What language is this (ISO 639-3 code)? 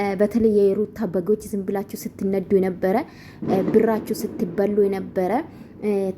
amh